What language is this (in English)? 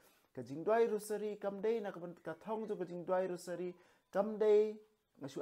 Khasi